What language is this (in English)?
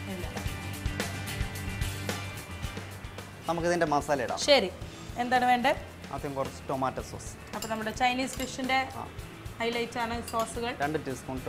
Malayalam